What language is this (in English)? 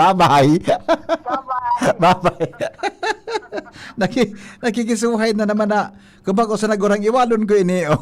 Bikol